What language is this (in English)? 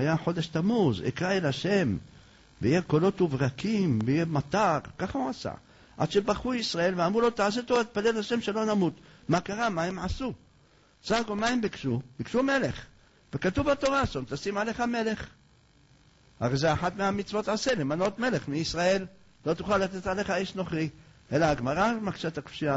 Hebrew